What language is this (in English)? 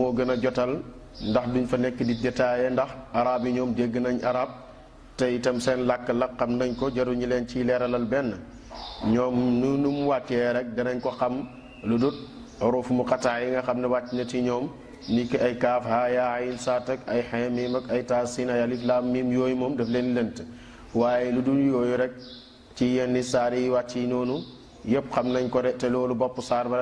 Wolof